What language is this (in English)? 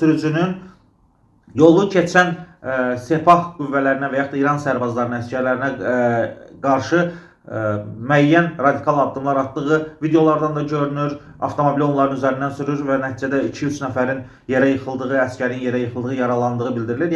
Azerbaijani